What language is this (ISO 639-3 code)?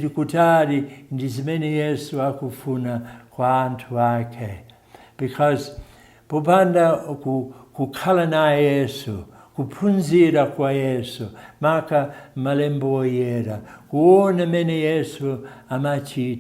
nya